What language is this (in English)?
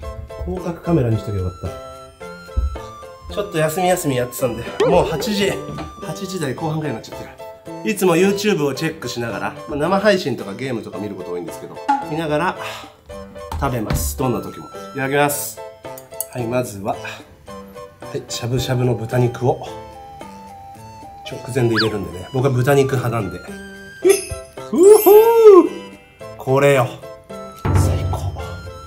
Japanese